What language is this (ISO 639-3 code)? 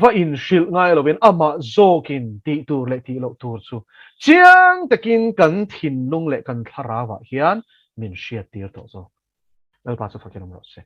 lus